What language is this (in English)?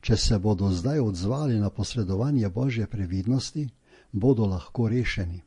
Slovenian